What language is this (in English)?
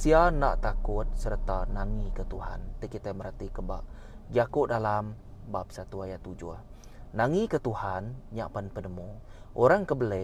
Iban